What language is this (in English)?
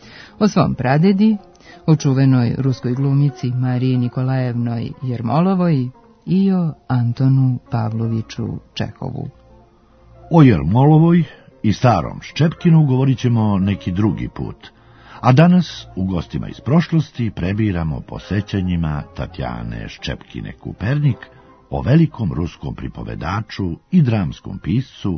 Serbian